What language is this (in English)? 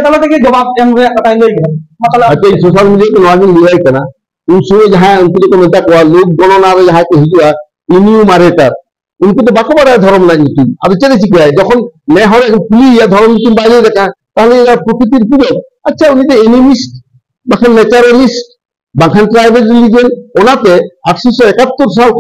Santali